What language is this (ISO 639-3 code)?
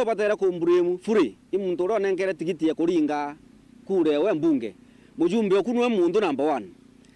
mer